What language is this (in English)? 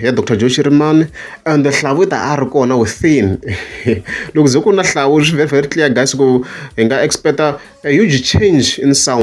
Tsonga